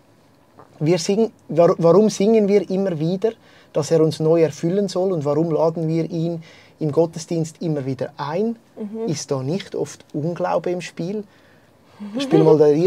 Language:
Swiss German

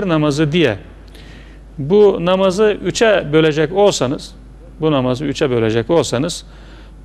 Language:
Turkish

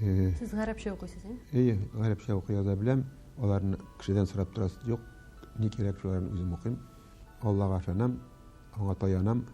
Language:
Tatar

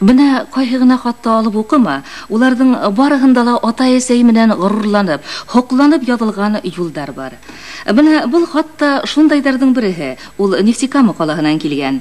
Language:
Bashkir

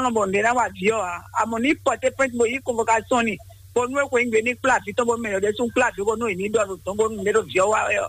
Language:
Fon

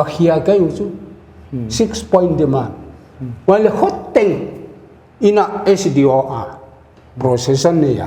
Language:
Paite Chin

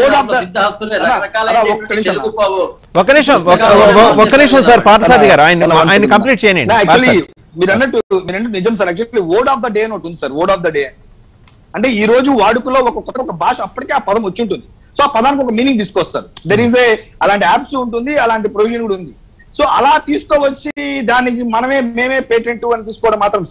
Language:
Telugu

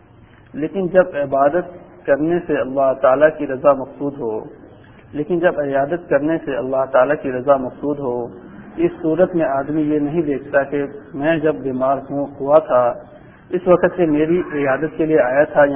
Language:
Urdu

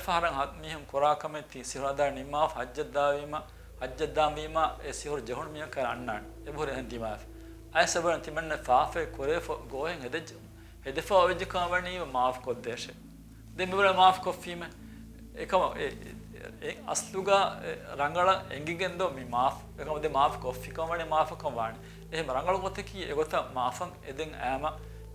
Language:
Divehi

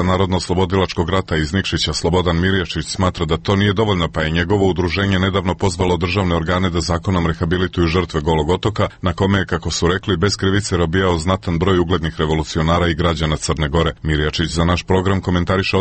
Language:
Serbian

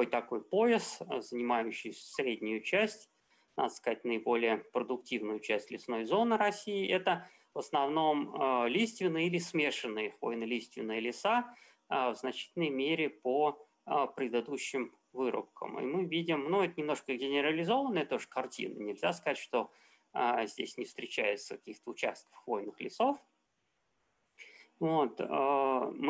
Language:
Russian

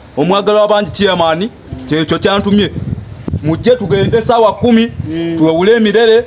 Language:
Ganda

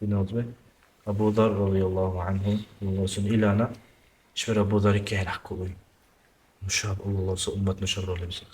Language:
Dargwa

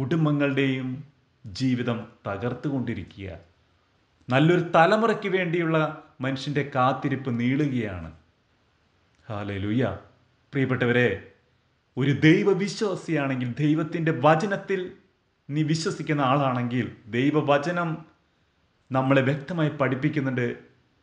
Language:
Malayalam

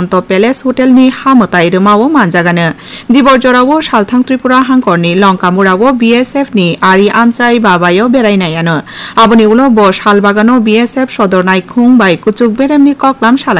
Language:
Kok Borok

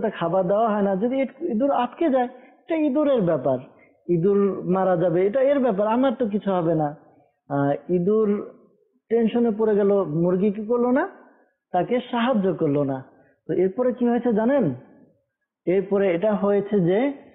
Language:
Bangla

